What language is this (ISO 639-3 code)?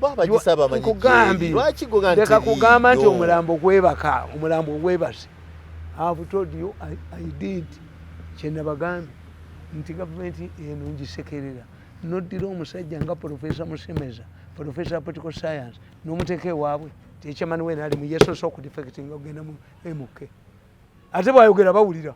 lug